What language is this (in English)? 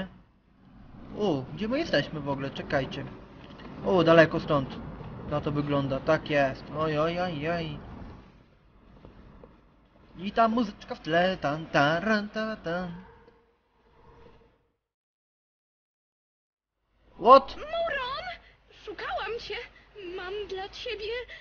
Polish